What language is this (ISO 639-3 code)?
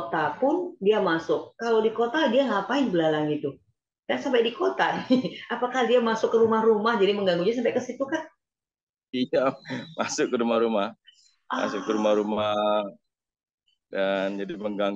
ind